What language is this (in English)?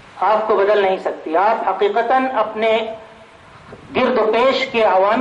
Urdu